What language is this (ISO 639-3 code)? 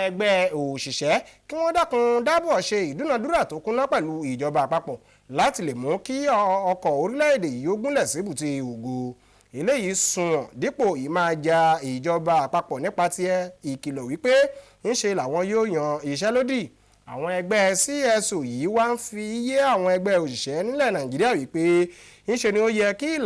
yor